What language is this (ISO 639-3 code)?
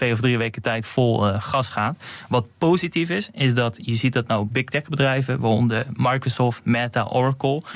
nld